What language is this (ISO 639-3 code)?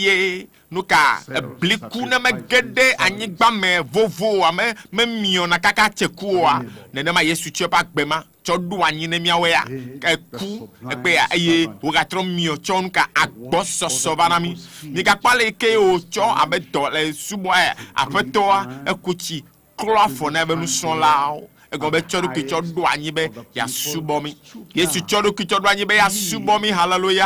ewe